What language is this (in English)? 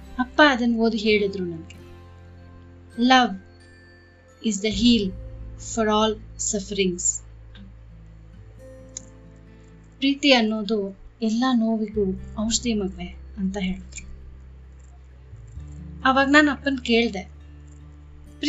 Kannada